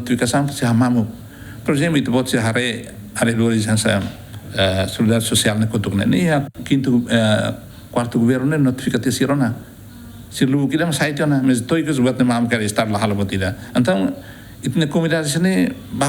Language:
Tetum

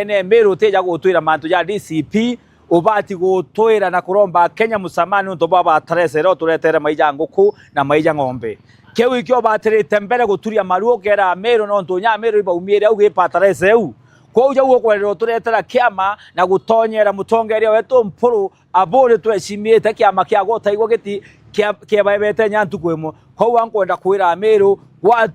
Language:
Meru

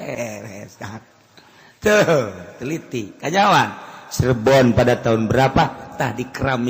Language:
Sundanese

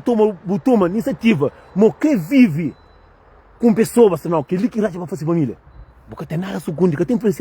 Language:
Kabuverdianu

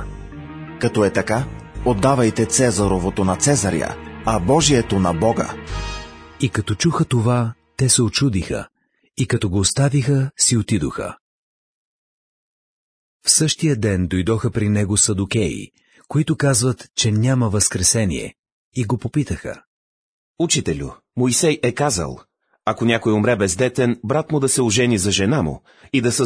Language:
Bulgarian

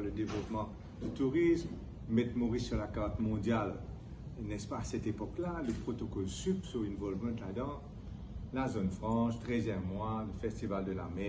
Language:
Morisyen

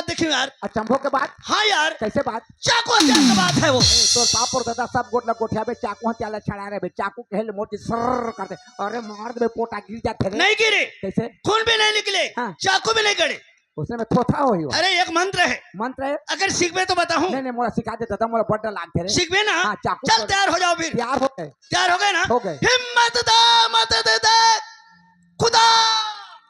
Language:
Chhattisgarhi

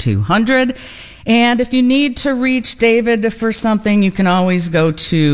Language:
English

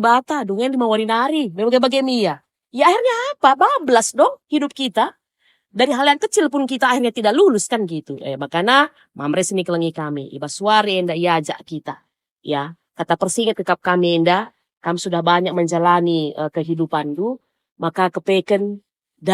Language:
Batak Karo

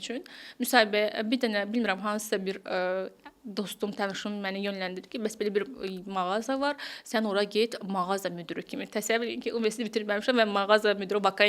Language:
Azerbaijani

